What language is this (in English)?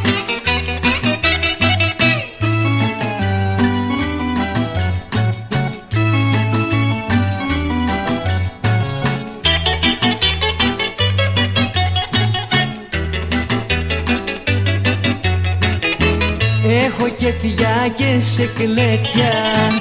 Greek